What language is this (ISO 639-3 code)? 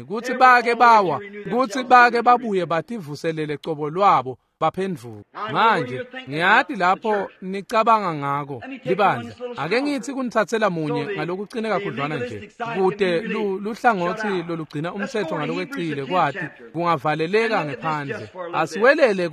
ssw